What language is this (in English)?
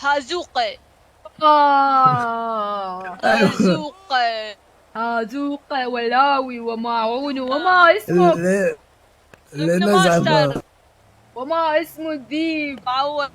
Mesopotamian Arabic